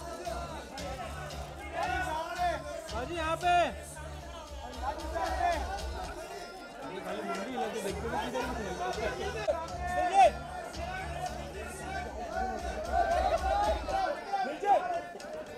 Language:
Hindi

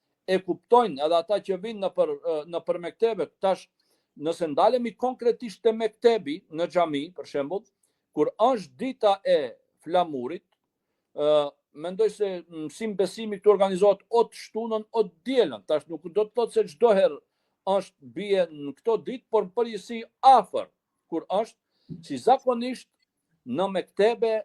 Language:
Albanian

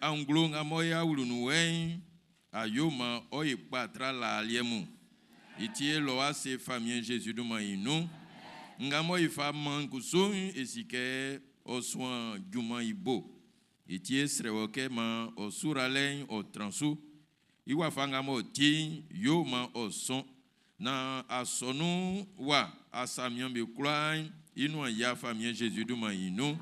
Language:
Baoulé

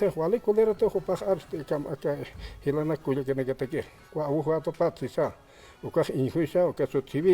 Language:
Aymara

